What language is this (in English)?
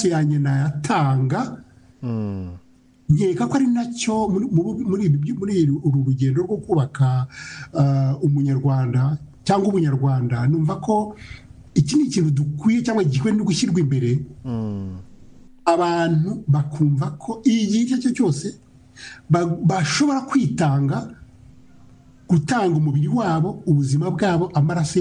Kinyarwanda